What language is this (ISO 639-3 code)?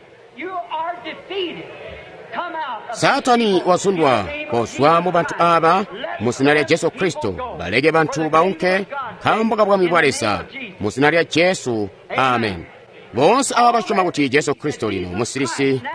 toi